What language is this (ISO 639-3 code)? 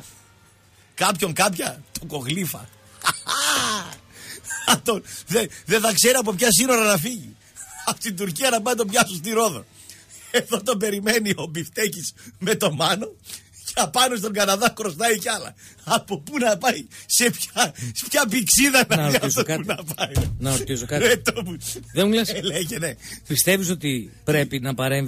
ell